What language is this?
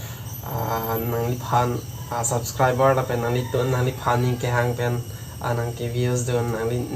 Karbi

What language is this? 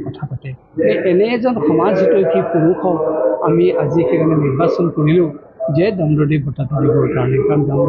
Assamese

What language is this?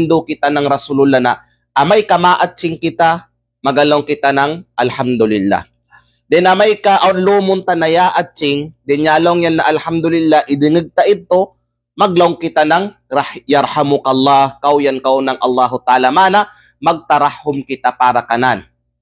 Kalagan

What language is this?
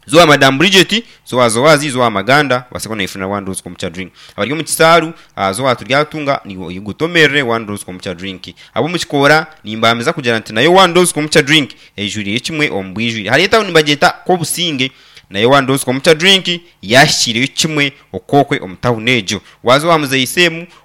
Nyankole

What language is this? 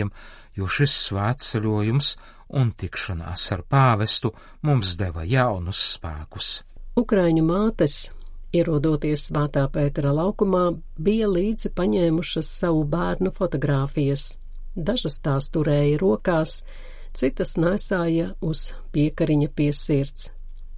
Latvian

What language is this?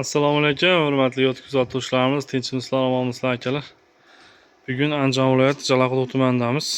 Uzbek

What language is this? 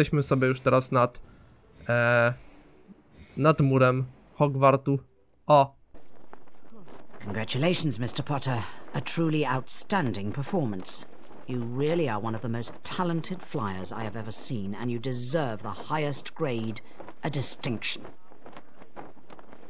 Polish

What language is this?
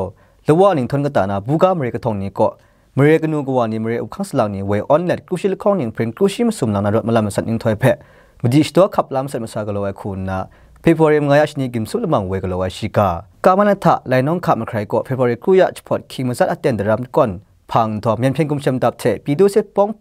Kachin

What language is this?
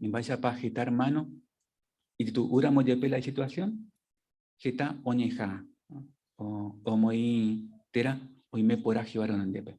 Guarani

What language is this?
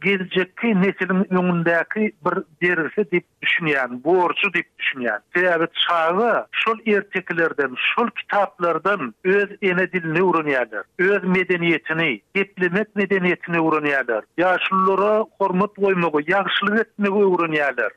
Turkmen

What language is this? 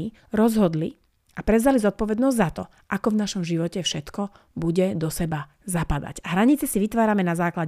Slovak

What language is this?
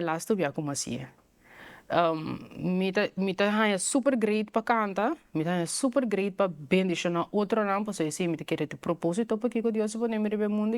Papiamento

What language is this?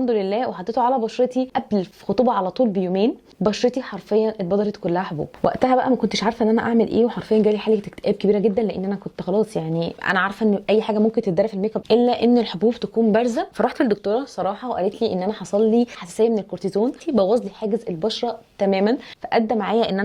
Egyptian Arabic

